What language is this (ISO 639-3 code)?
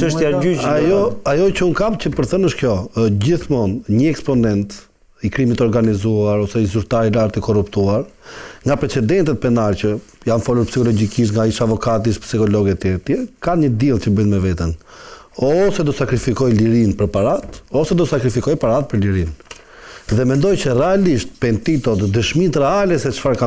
sqi